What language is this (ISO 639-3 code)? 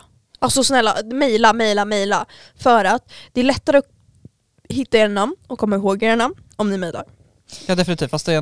swe